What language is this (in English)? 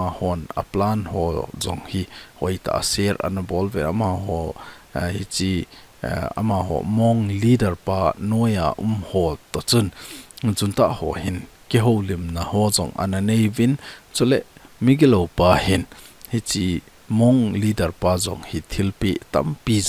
Thado Chin